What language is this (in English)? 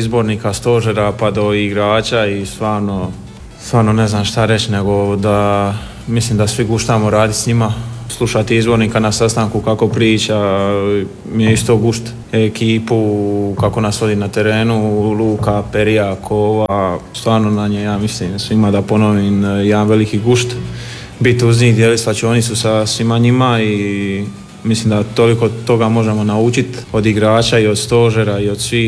Croatian